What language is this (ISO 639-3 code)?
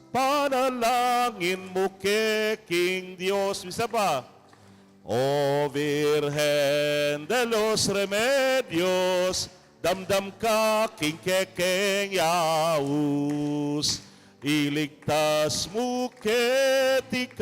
pam